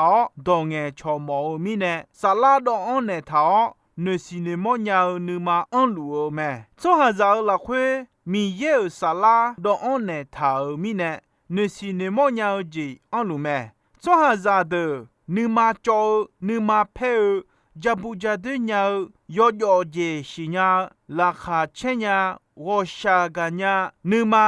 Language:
Akha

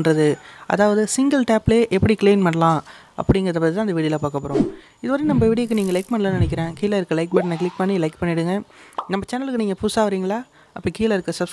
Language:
Tamil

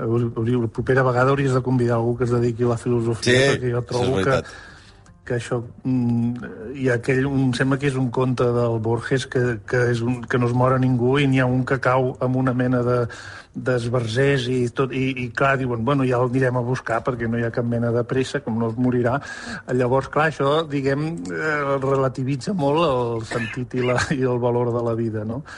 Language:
Catalan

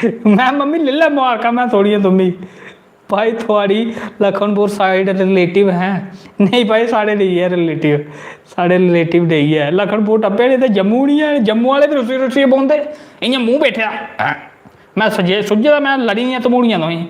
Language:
Dogri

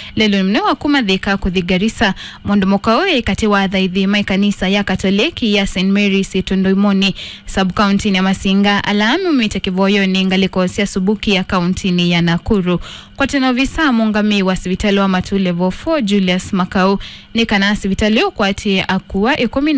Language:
Kamba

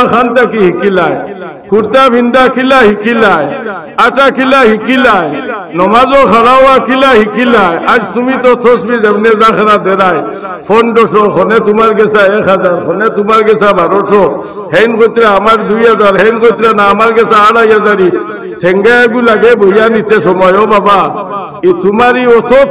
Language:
Sylheti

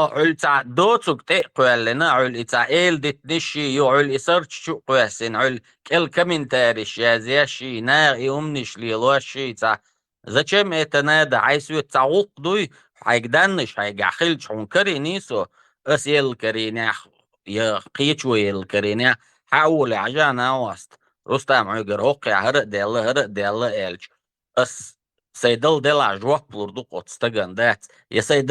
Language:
Chechen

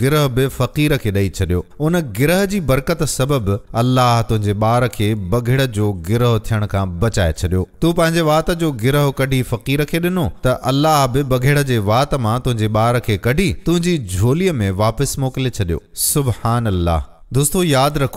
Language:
Sindhi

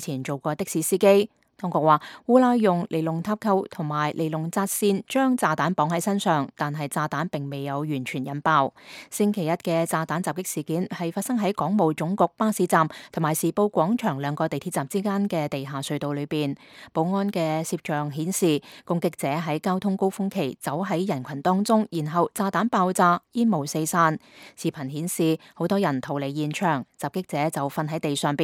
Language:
Cantonese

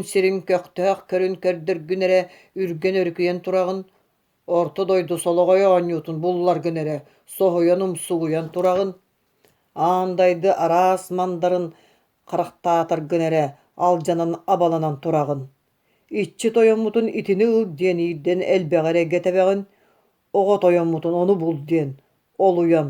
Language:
Yakut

